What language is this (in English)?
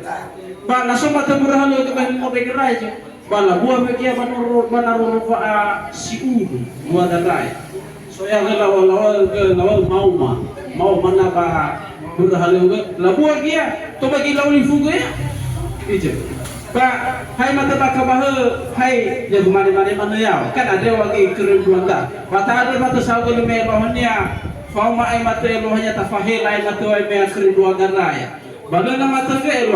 Nias